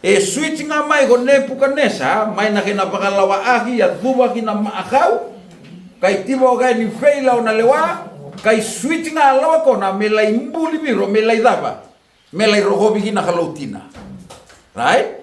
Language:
Fijian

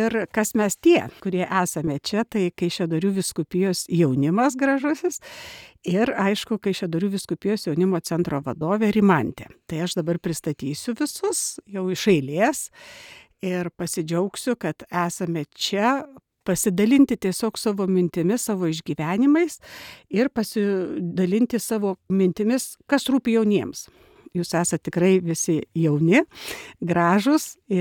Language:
Lithuanian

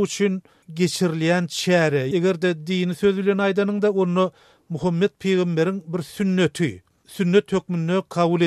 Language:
Turkmen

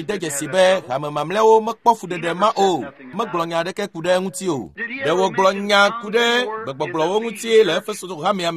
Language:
Ewe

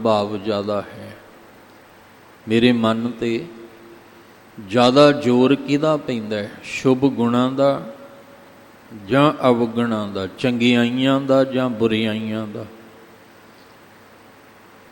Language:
Punjabi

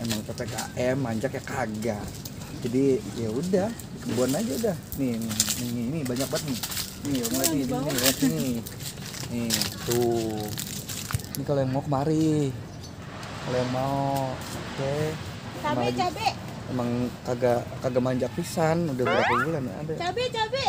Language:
Betawi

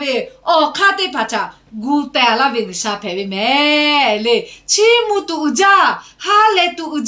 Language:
Lahu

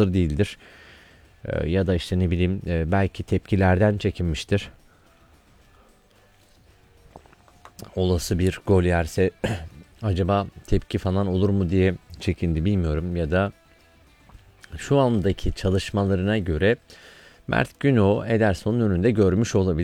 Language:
Turkish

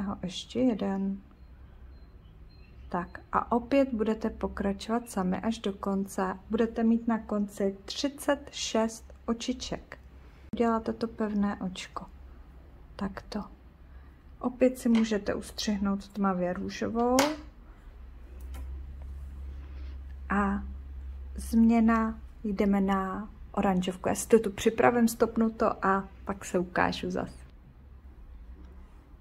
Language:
Czech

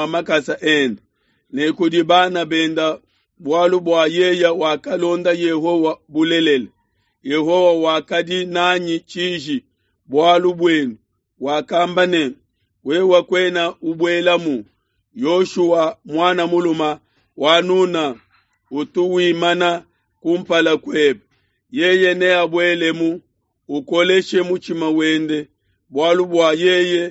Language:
Luba-Lulua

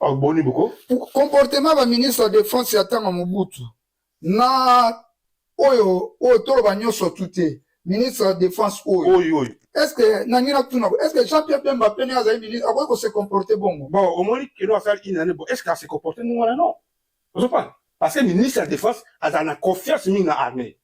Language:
Lingala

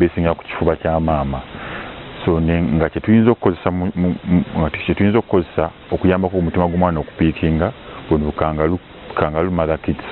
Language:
Ganda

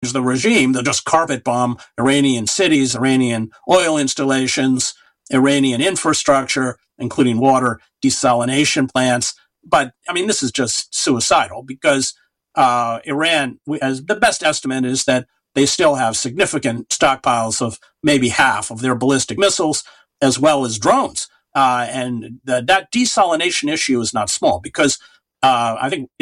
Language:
English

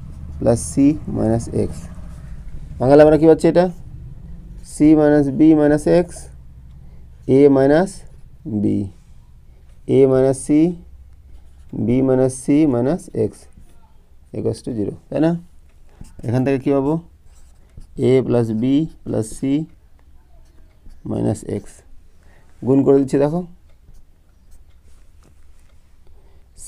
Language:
Bangla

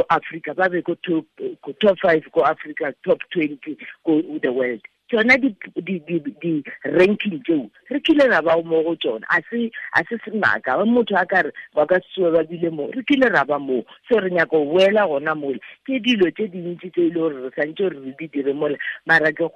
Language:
Tswana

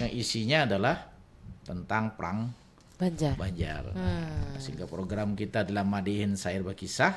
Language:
Banjar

